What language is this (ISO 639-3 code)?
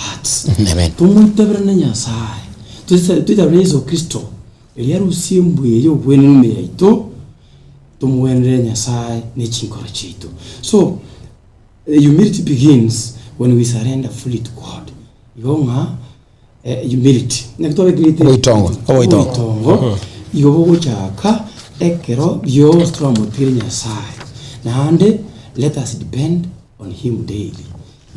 guz